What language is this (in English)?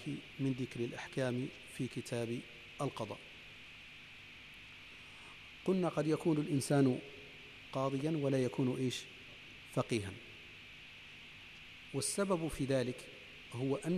Arabic